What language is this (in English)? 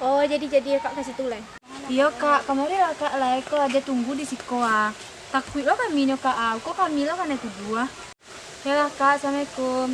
Minangkabau